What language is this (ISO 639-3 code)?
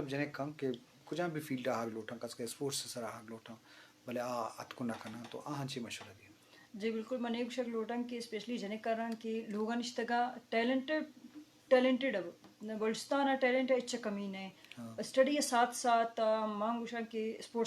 bgp